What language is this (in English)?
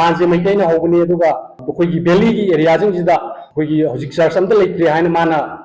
Manipuri